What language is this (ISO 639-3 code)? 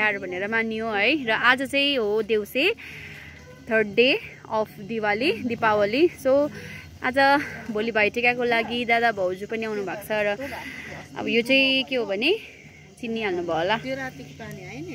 nep